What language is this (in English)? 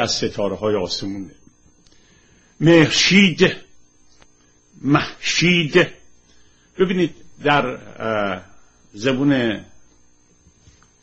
Persian